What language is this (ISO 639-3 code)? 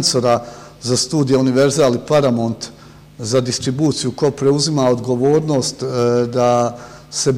bos